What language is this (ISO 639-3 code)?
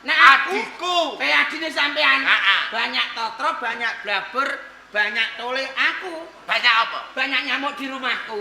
jav